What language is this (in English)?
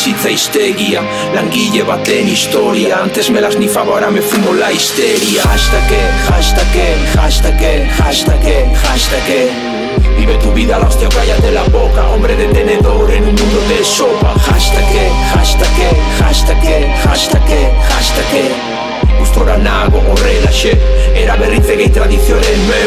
Basque